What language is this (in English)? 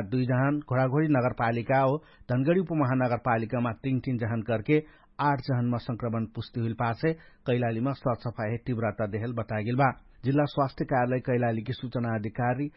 Dangaura Tharu